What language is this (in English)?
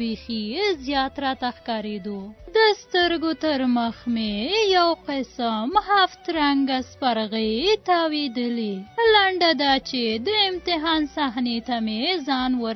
Pashto